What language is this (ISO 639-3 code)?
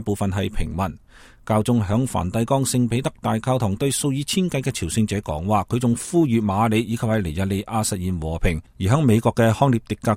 yue